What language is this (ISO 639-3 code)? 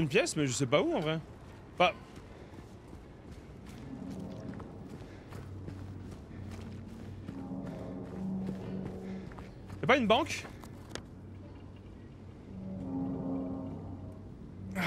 fra